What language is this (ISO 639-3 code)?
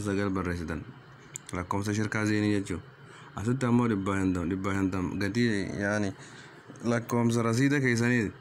orm